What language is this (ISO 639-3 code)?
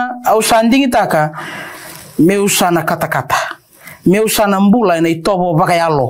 fij